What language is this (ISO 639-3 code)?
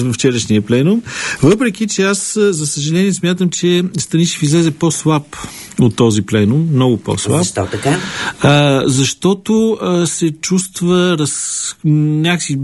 bul